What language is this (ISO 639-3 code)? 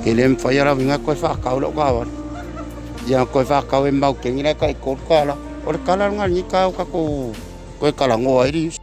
smo